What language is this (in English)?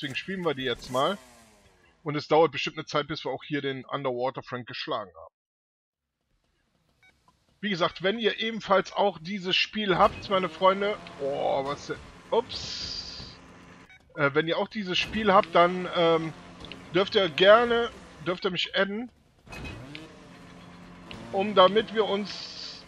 German